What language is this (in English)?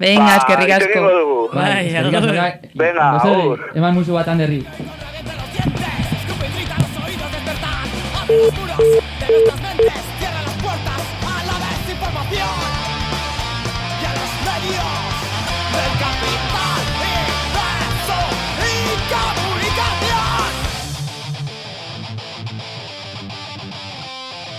Basque